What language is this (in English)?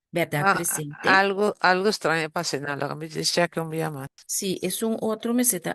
Papiamento